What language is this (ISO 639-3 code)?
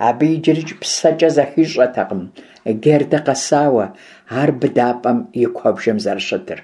kbd